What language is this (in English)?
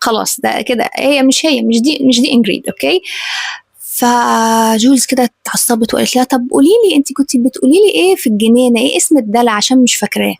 Egyptian Arabic